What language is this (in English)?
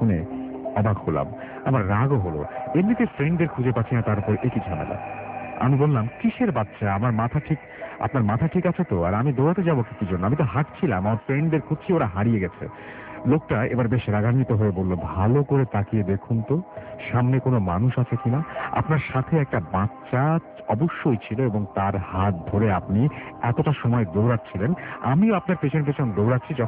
Bangla